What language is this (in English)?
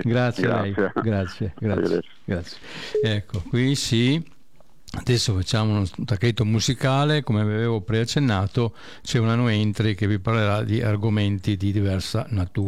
Italian